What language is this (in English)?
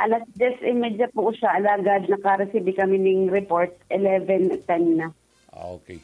Bikol